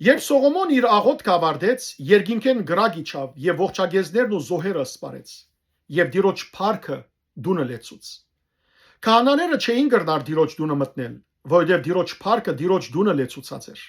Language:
Western Armenian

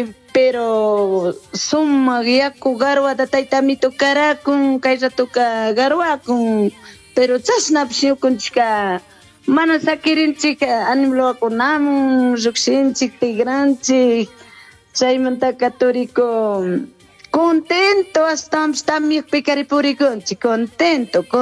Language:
Chimborazo Highland Quichua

